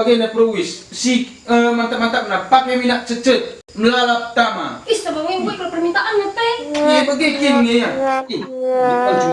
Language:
Batak Karo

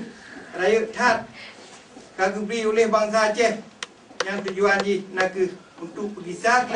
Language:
Achinese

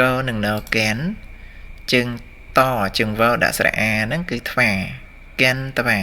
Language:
Khmer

